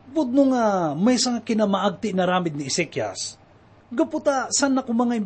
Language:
Iloko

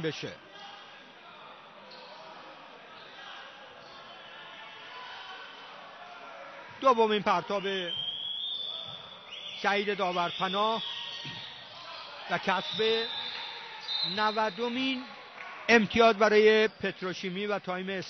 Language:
Persian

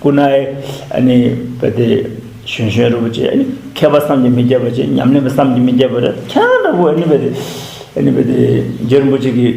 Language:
Tibetan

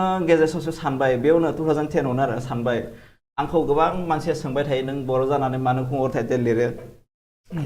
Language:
Bodo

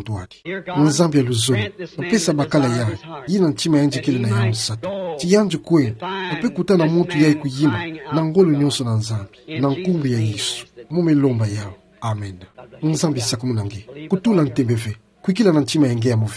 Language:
Kituba (Democratic Republic of Congo)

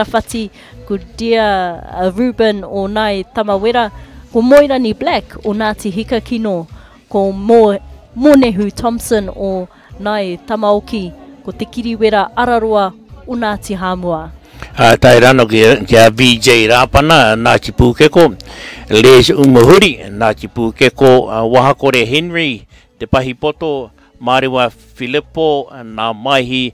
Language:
Māori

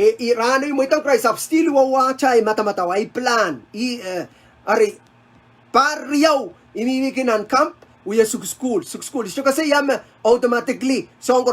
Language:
Pohnpeian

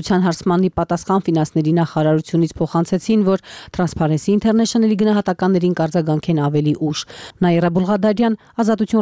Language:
Armenian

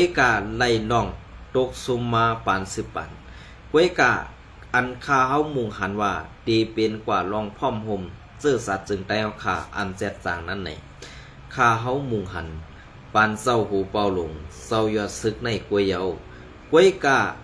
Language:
Shan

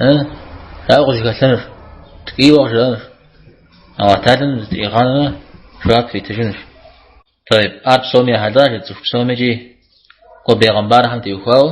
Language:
Kabardian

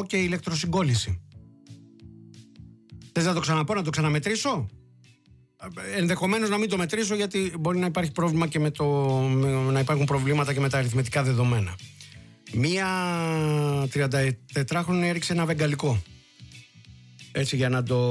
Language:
Greek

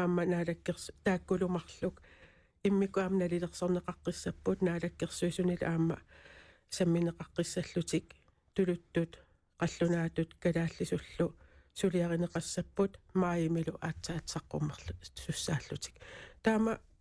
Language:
Kalaallisut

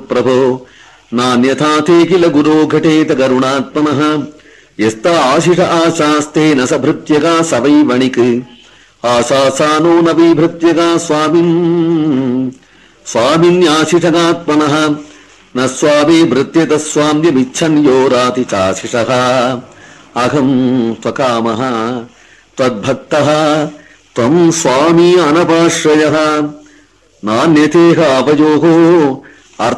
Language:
Sanskrit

